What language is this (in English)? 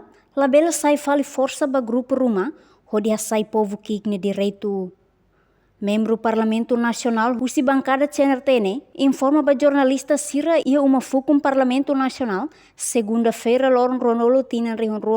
Tetum